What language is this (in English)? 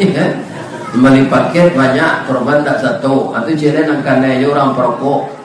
Minangkabau